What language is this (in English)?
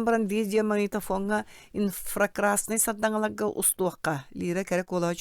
Yakut